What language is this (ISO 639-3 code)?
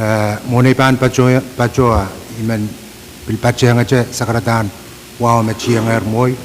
pon